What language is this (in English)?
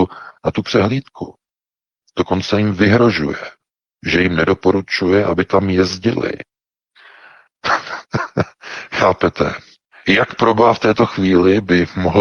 Czech